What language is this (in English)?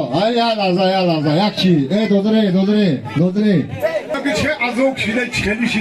Tajik